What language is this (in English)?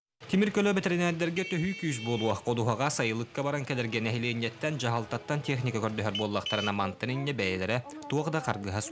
Yakut